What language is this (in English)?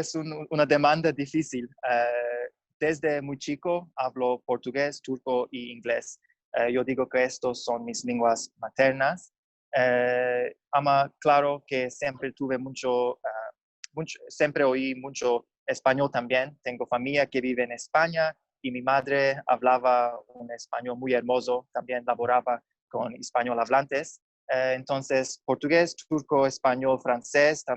Ladino